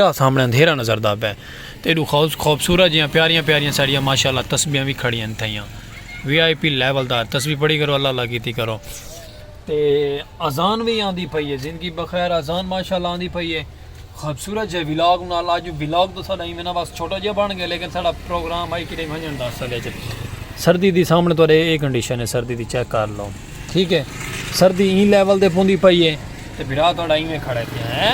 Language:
Saraiki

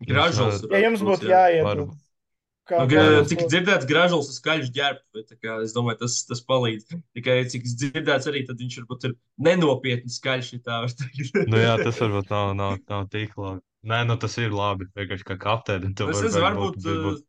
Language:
Latvian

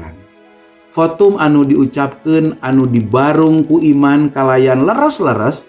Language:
Sundanese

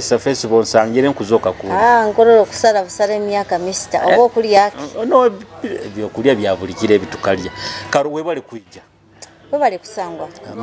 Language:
Nyoro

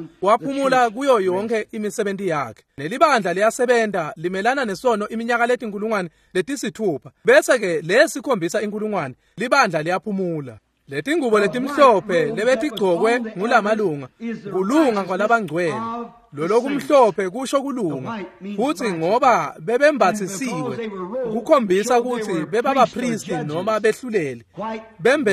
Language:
Swati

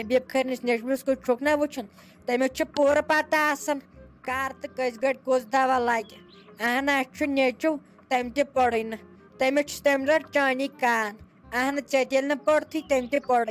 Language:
Kashmiri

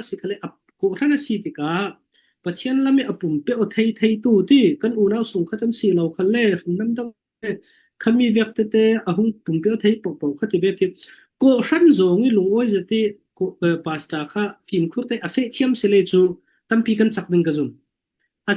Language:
Falam Chin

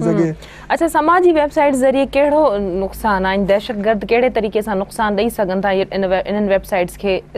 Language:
Sindhi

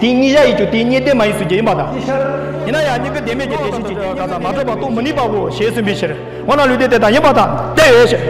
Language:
Tibetan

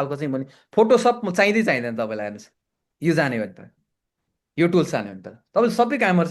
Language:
Nepali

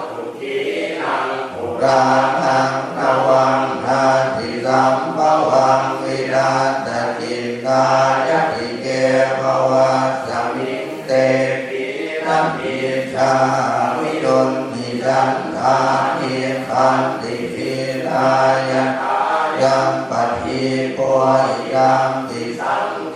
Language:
Pali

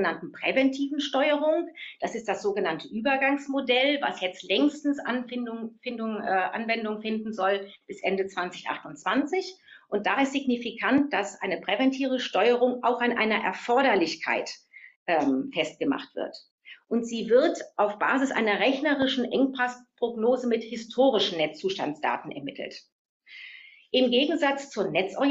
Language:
German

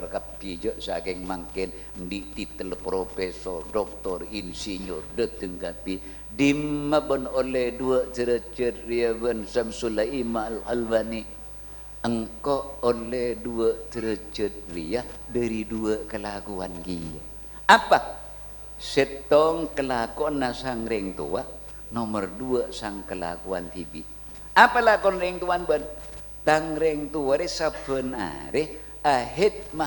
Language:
Madurese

